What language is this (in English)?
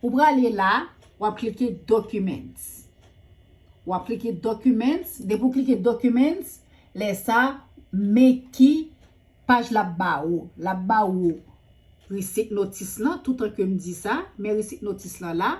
Haitian Creole